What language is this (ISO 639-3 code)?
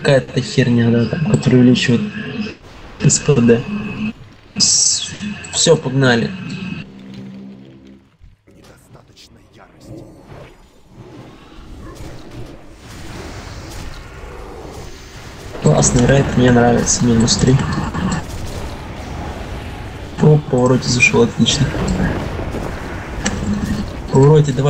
rus